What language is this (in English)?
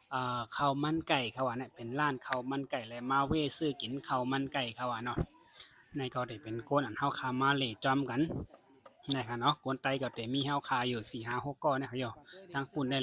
Shan